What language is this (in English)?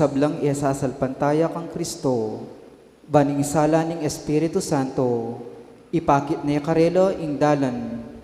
Pampanga